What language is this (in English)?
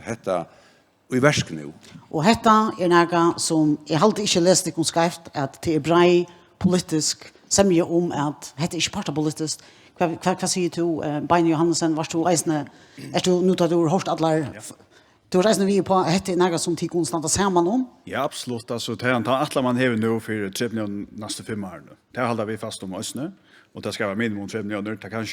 Faroese